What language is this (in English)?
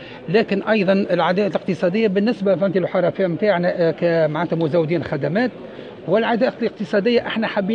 Tunisian Arabic